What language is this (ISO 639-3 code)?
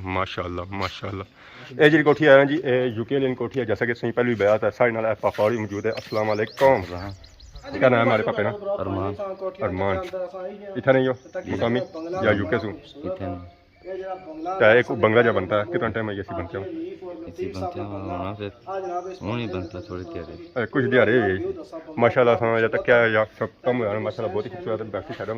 phr